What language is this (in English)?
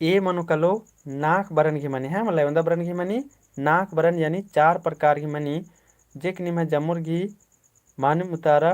Kurukh